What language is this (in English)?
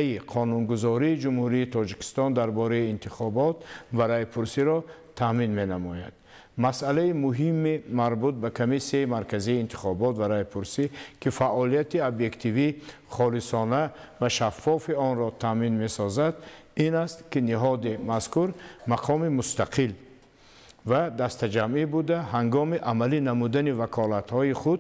Tajik